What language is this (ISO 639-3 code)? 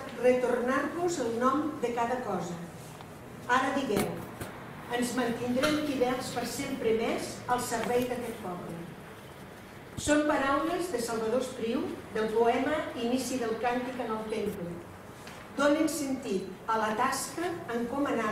cat